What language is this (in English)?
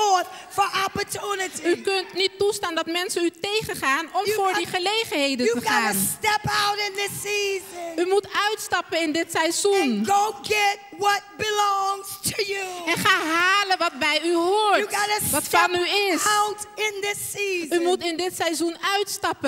Dutch